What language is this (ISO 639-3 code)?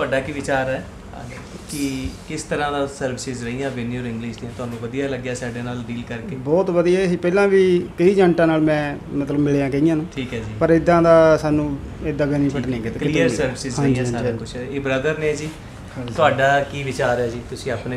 pan